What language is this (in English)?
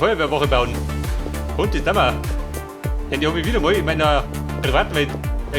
Bavarian